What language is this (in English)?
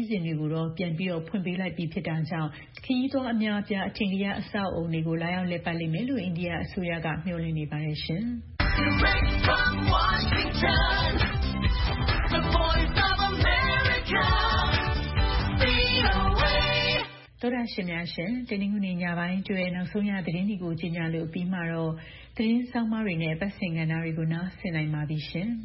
Burmese